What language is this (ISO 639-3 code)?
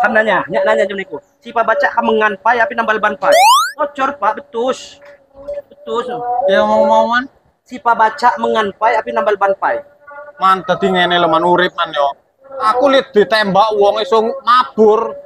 ljp